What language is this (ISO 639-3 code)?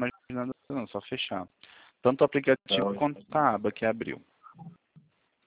por